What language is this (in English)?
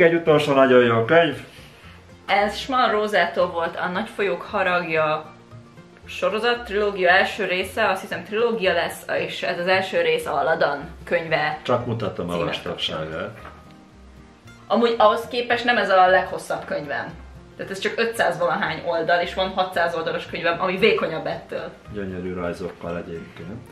Hungarian